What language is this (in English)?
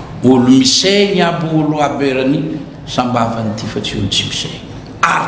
Malagasy